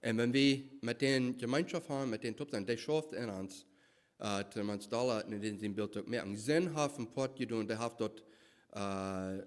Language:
Plautdietsch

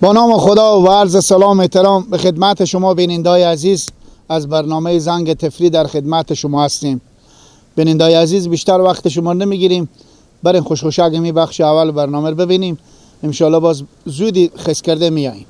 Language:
Persian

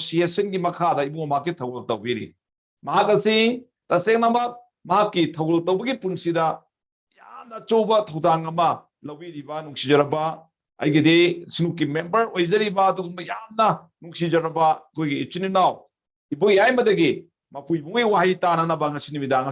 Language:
Manipuri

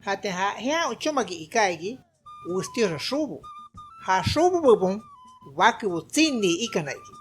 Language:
Shipibo-Conibo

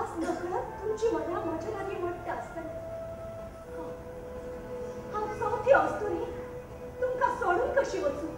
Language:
Konkani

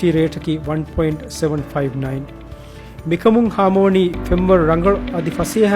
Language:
Divehi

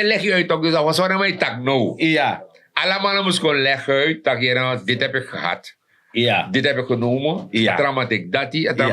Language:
Sranan Tongo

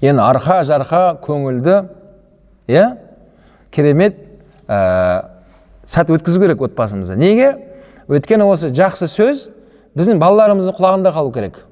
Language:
Kazakh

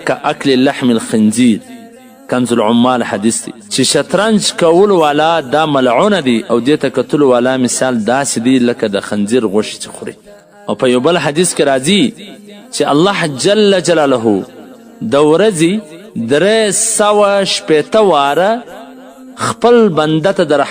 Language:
Pashto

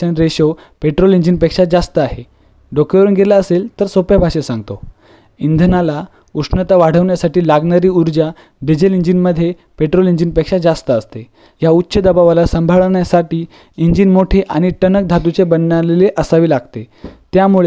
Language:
Marathi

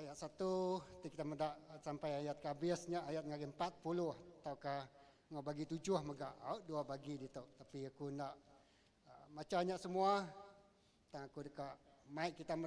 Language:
Iban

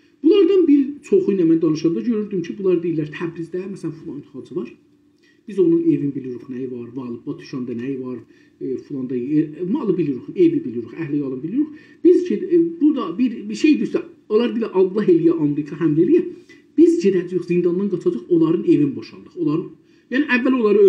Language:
South Azerbaijani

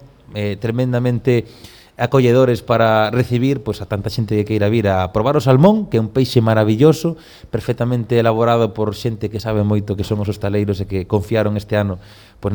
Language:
Galician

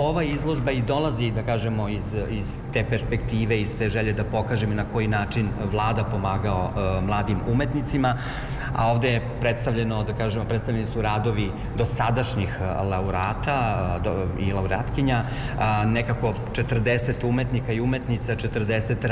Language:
Serbian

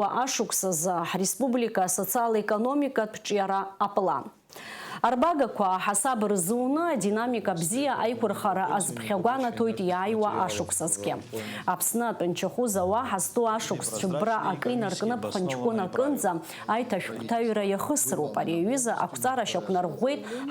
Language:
Abkhazian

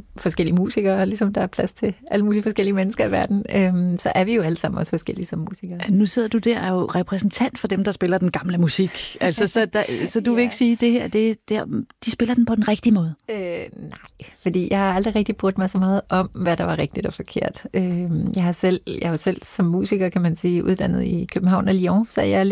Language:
Danish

